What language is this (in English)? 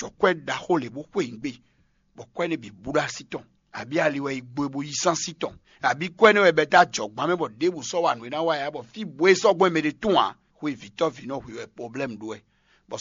Fon